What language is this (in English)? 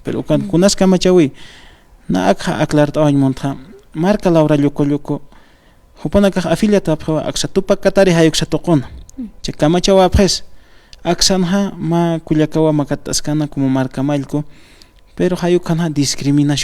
Aymara